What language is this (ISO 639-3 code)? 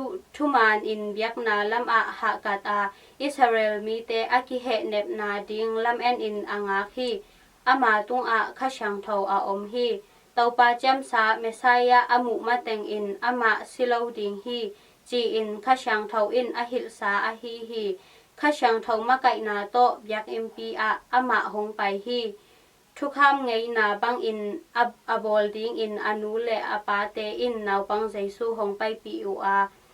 ctd